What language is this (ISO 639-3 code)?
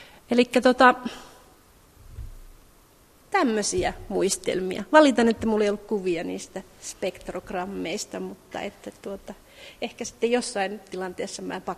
fin